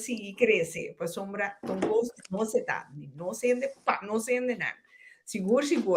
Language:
Papiamento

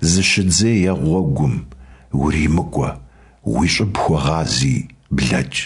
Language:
Kabardian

